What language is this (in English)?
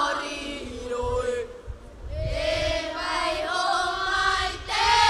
Tahitian